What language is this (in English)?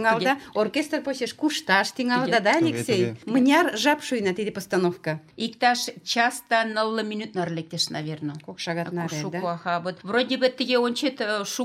Mari